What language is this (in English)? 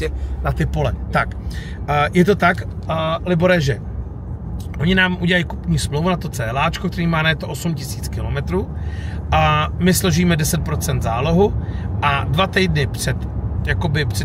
Czech